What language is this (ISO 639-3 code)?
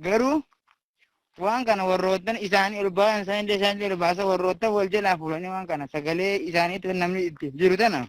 orm